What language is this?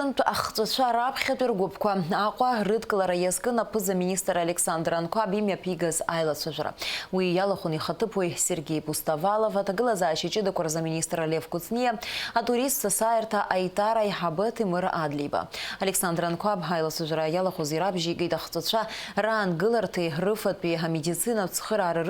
Abkhazian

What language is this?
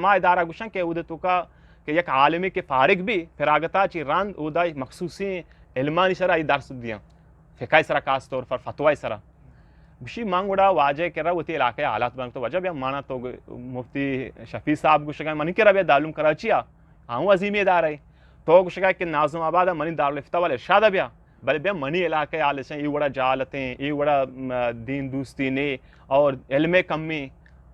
Eastern Balochi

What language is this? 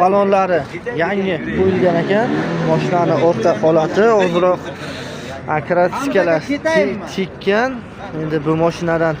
Uzbek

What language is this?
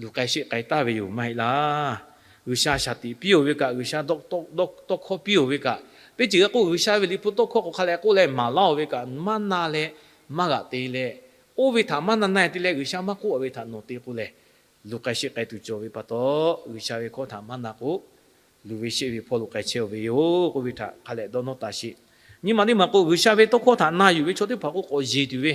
Lahu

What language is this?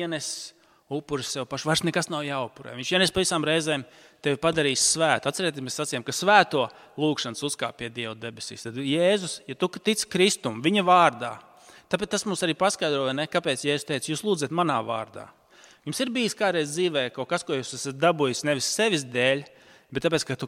Latvian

